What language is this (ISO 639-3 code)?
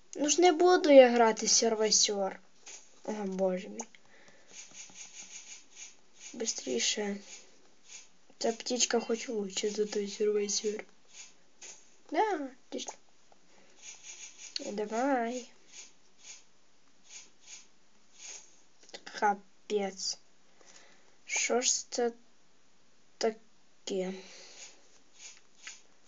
ukr